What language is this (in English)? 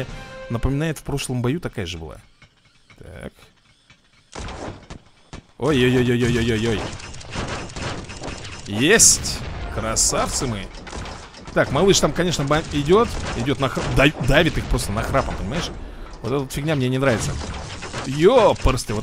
Russian